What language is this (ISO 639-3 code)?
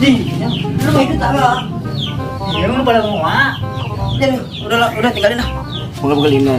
bew